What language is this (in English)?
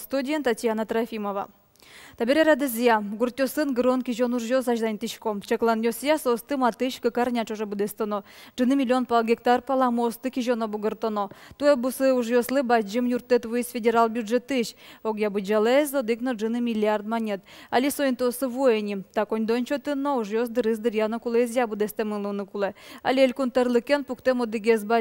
Udmurt